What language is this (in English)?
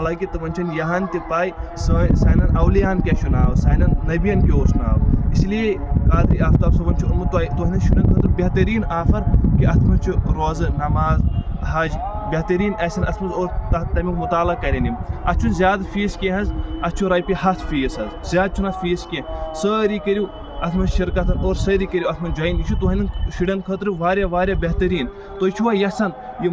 Kashmiri